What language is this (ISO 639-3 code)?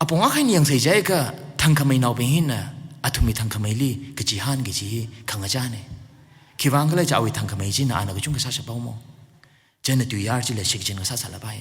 nmf